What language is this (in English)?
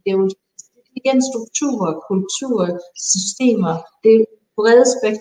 Danish